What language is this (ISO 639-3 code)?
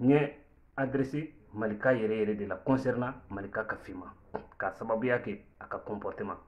bam